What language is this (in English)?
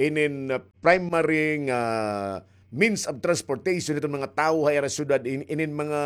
Waray